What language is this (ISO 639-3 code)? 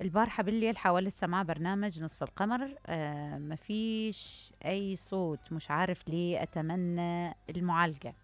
acm